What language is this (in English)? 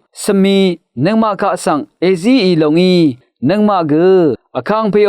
Rawang